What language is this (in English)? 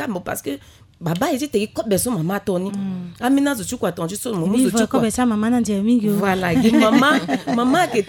Sango